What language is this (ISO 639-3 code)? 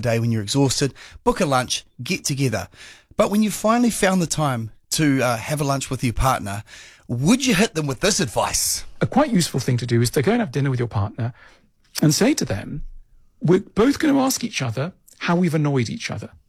eng